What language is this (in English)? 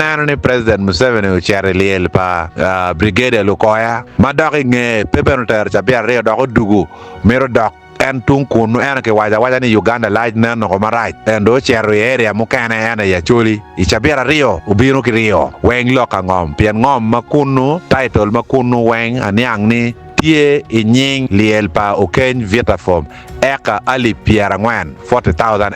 Acoli